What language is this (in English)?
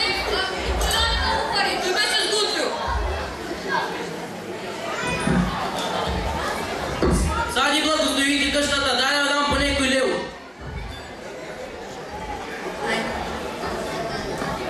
Bulgarian